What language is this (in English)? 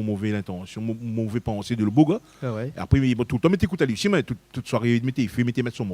Réunion Creole French